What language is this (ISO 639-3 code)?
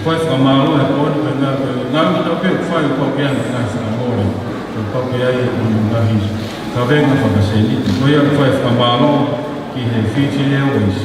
ton